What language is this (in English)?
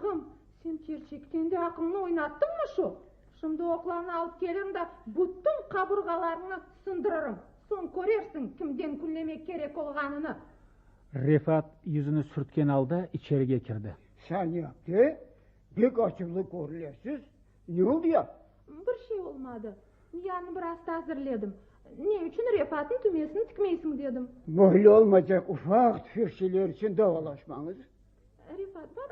Crimean Tatar